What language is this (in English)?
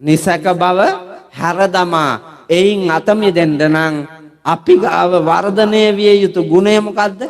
Sinhala